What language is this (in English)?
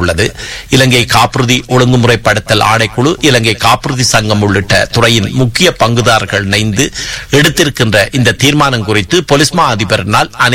Tamil